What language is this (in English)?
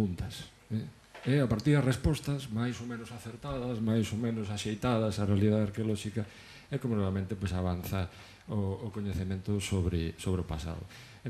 Galician